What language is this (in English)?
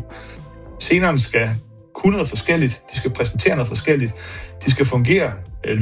Danish